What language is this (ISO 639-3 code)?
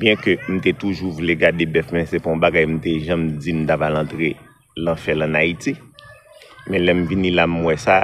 hat